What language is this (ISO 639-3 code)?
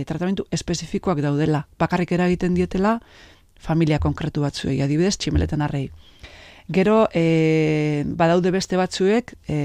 eus